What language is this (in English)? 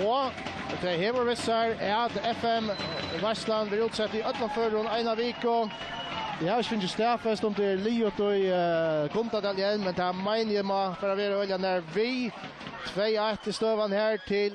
Faroese